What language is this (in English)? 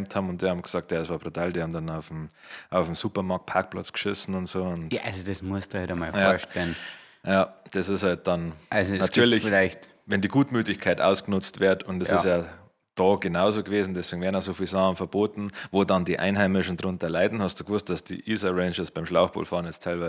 Bavarian